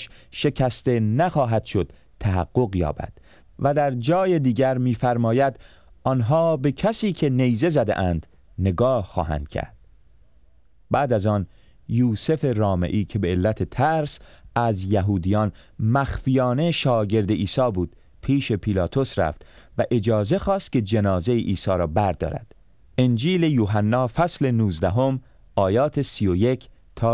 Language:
Persian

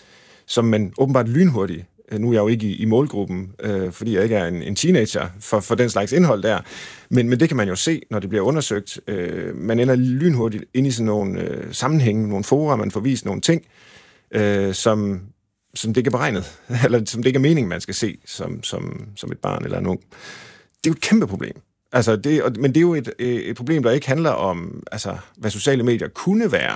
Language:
Danish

